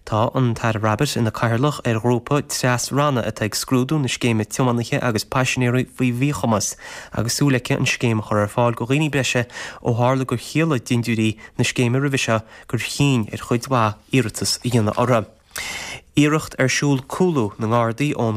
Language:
Irish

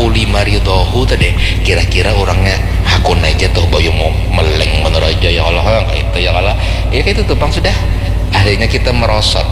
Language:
Banjar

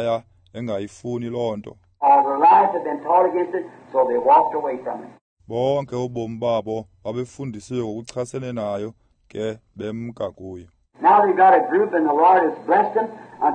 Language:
Xhosa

